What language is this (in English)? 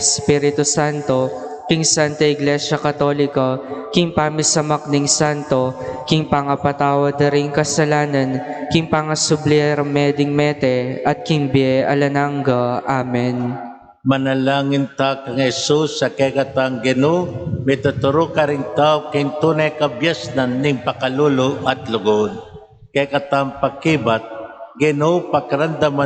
Pampanga